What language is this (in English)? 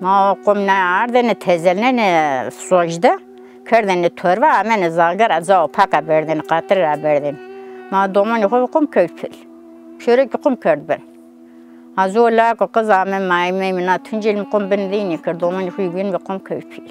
Zaza